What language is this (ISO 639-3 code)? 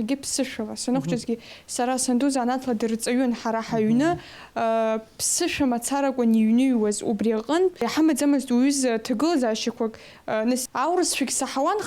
abk